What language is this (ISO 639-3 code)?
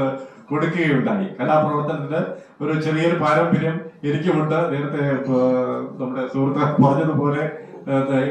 mal